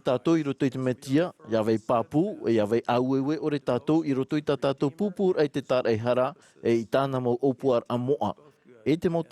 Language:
Tahitian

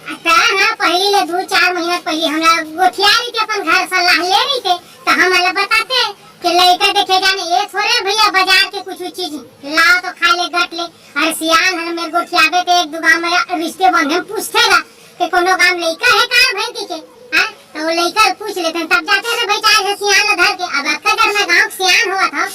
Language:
Chhattisgarhi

